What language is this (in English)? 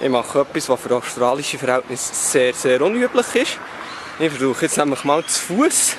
Swiss German